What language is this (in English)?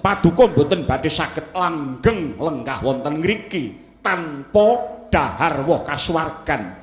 Javanese